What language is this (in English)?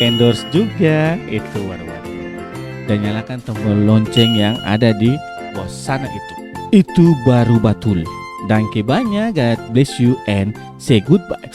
Ambonese Malay